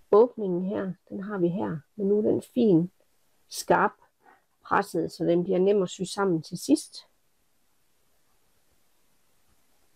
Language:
Danish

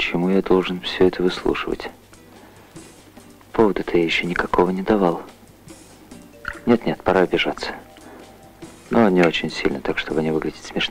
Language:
Russian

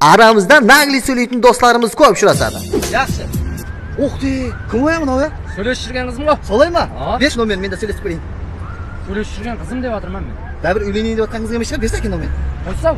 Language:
Kara-Kalpak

